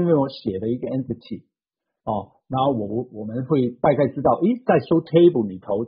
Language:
Chinese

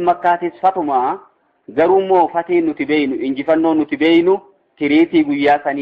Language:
Oromo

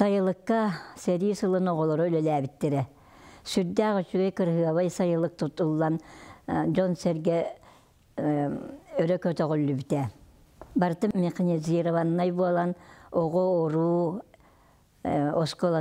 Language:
Yakut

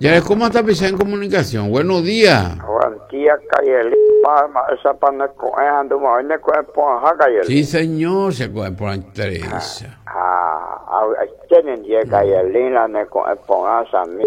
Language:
Guarani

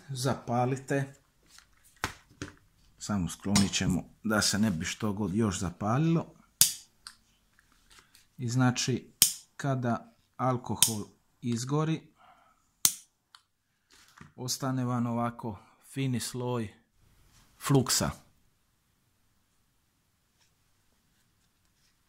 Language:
Croatian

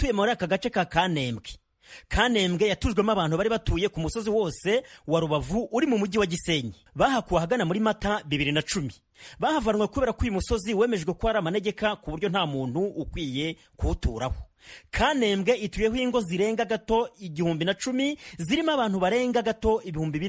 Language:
Kinyarwanda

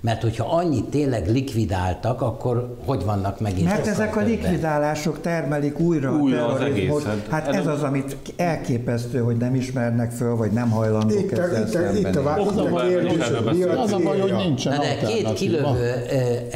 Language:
Hungarian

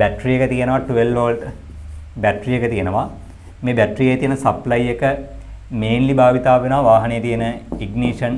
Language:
Sinhala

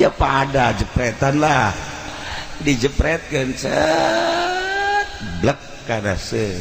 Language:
Sundanese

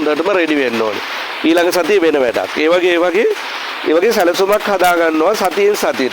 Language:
Sinhala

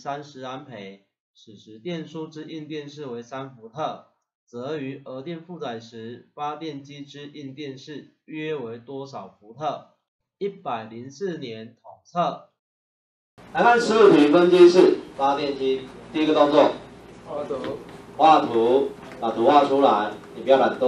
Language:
Chinese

